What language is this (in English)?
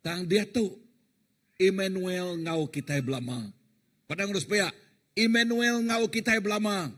Iban